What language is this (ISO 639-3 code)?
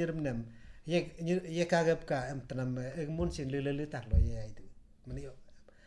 adl